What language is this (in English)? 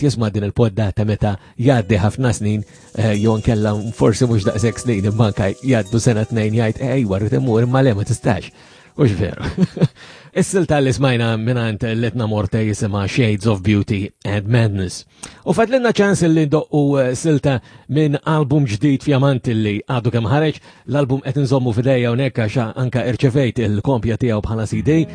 Maltese